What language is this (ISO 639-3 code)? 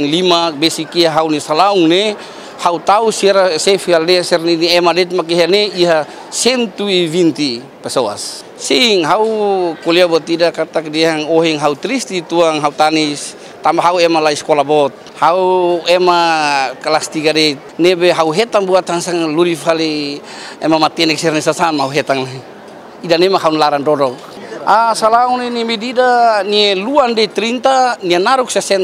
tet